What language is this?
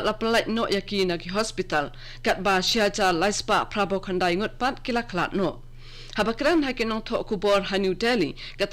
Khasi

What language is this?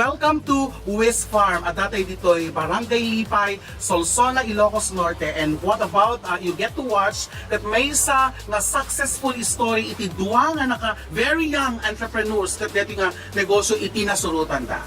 Iloko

